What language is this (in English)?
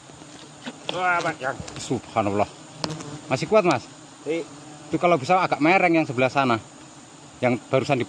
Indonesian